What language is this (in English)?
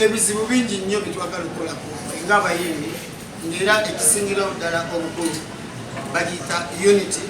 Ganda